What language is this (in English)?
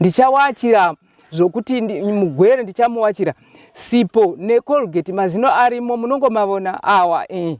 Shona